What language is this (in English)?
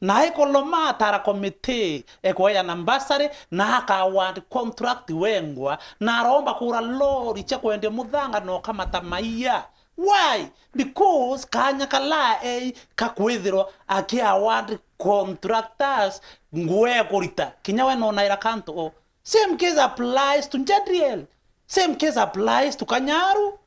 Meru